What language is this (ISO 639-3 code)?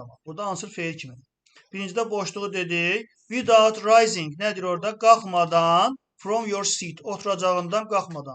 aze